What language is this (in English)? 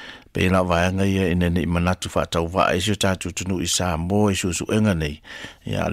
Samoan